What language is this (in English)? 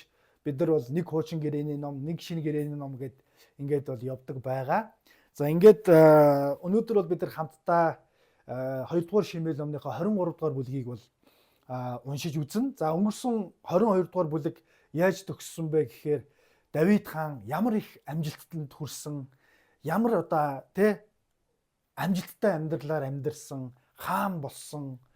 Mongolian